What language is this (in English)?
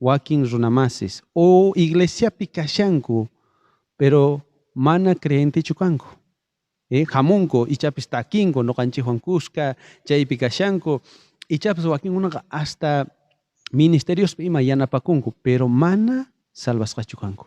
South Bolivian Quechua